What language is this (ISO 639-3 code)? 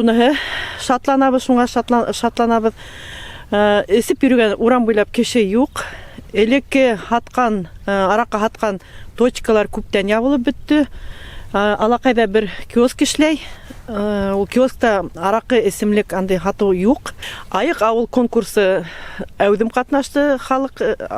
bak